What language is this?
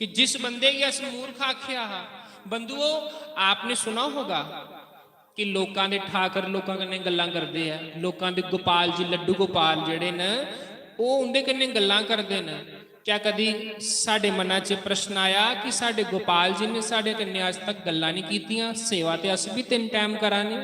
Dogri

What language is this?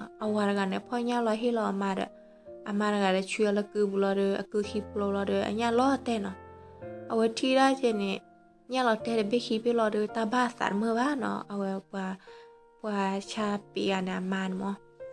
S'gaw Karen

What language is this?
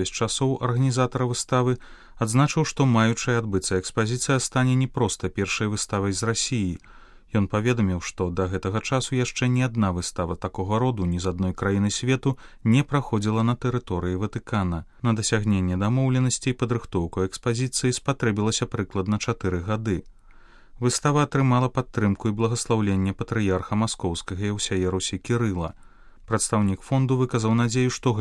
Belarusian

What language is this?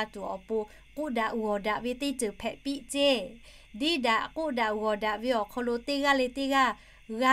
Lahu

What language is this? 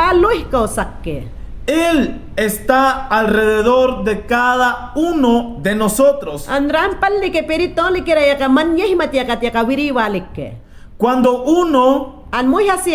Mayangna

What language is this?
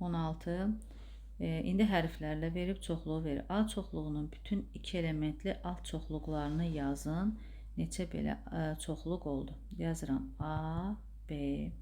Azerbaijani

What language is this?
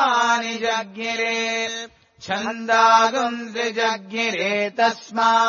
Sanskrit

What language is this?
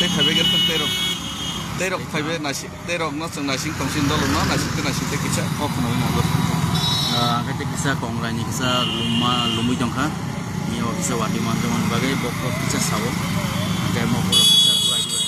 Kok Borok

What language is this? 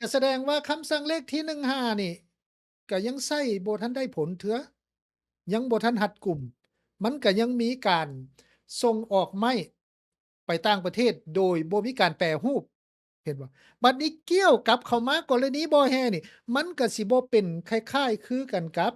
Lao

